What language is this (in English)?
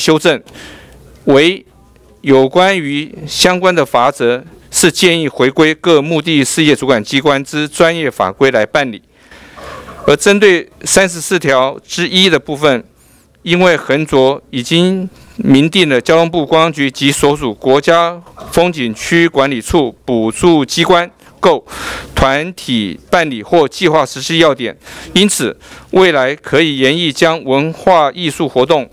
Chinese